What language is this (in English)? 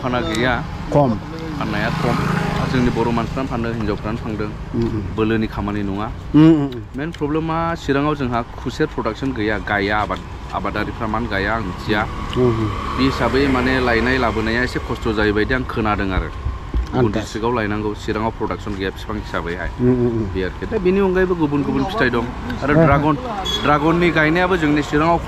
Bodo